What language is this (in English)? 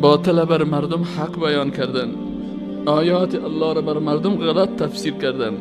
Persian